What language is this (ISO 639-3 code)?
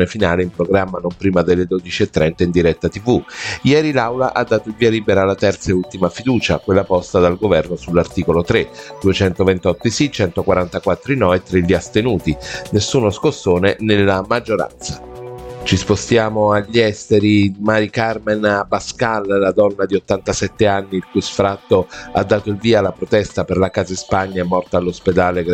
ita